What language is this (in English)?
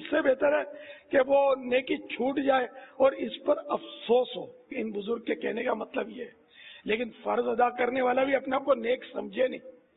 Urdu